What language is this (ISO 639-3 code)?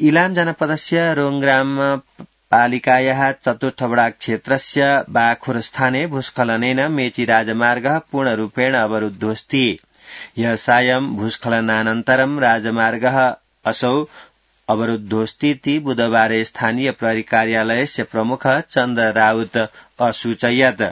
san